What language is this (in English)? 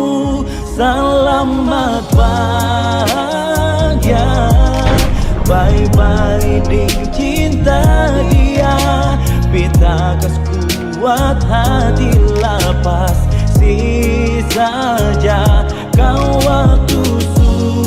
Ambonese Malay